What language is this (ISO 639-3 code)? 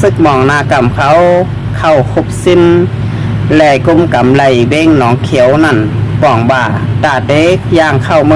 shn